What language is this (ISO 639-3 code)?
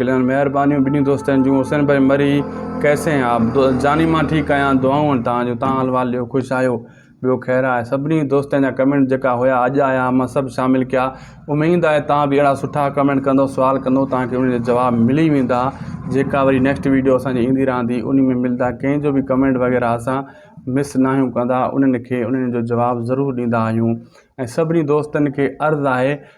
snd